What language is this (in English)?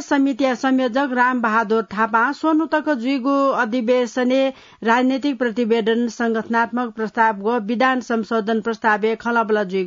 Newari